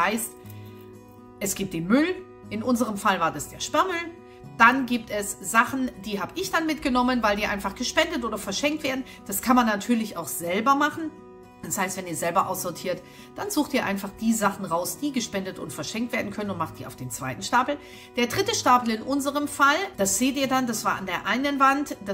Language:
German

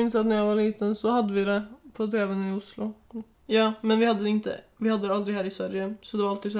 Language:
Swedish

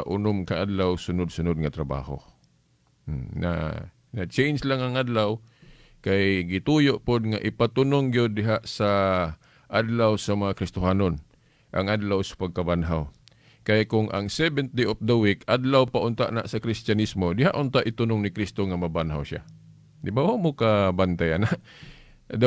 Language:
Cebuano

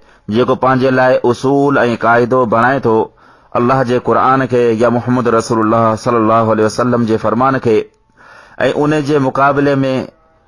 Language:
Sindhi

